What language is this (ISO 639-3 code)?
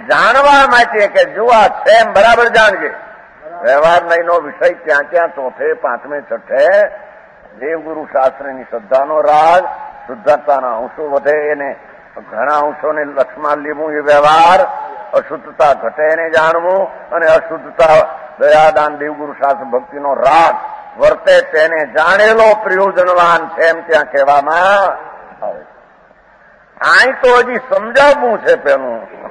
guj